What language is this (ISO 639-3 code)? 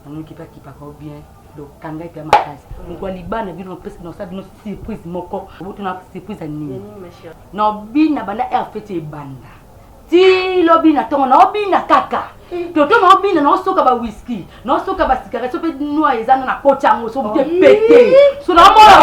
lin